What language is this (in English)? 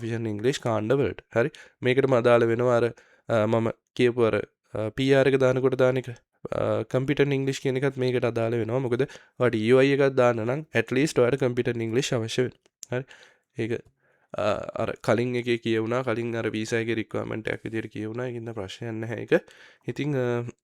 Sinhala